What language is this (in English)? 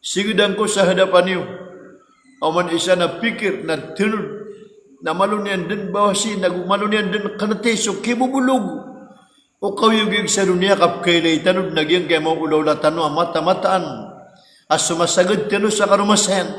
Maranao